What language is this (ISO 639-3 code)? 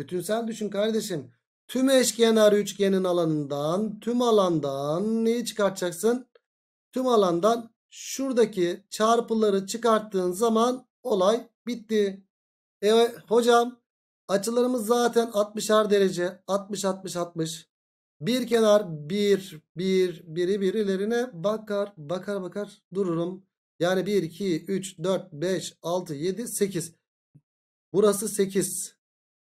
tur